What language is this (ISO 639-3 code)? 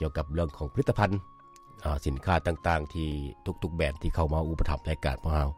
lao